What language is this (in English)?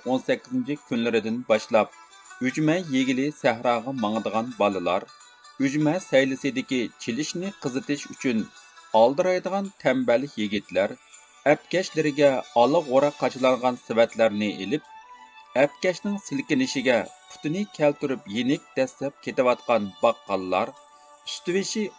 Uyghur